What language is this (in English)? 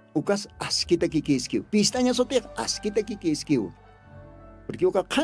Aymara